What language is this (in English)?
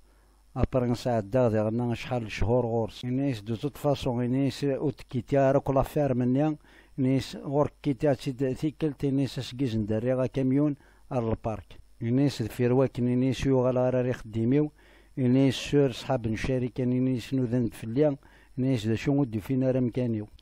Kabyle